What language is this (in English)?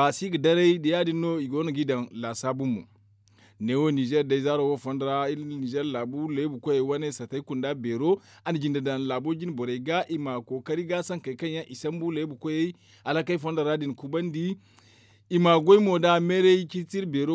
Zarma